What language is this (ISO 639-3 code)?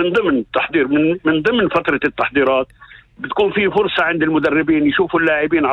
apc